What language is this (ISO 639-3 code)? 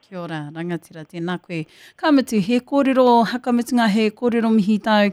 mri